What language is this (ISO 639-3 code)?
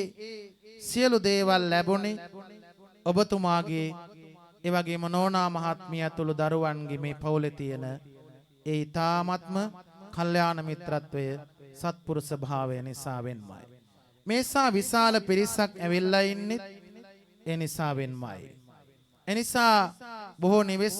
sin